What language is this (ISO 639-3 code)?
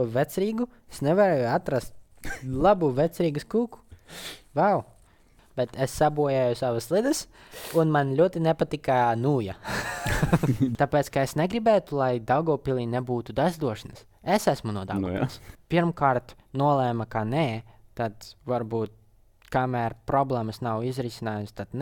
lav